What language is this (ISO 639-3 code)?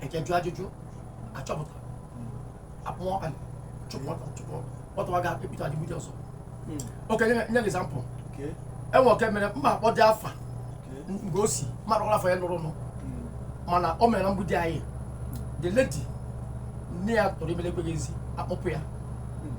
ibo